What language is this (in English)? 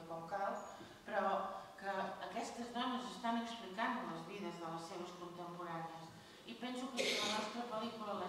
Catalan